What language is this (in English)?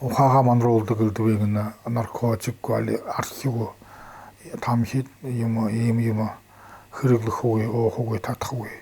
Buriat